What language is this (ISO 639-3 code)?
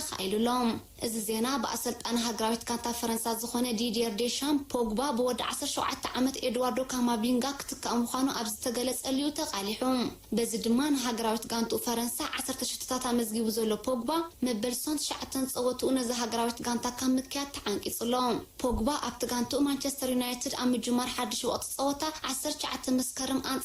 tir